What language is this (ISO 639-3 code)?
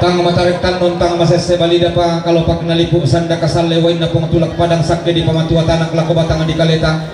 sda